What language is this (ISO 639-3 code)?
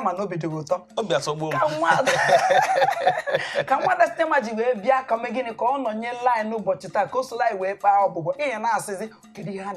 ibo